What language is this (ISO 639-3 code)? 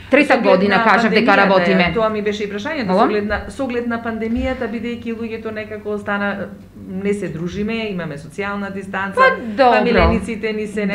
mkd